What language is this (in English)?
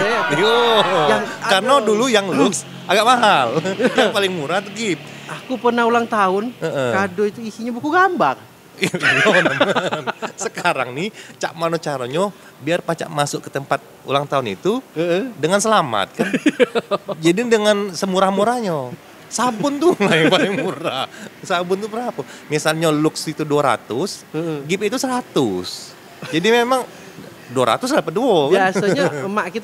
Musi